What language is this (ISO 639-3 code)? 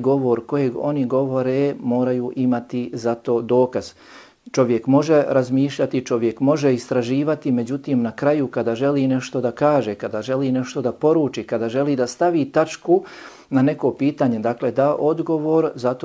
bos